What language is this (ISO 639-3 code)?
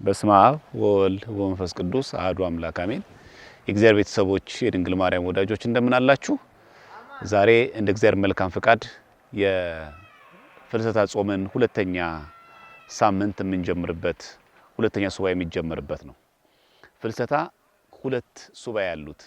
amh